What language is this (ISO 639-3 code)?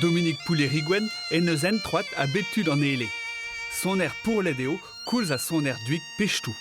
bre